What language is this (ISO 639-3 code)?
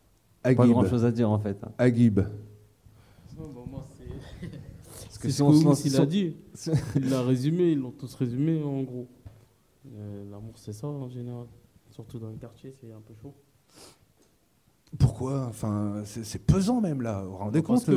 fra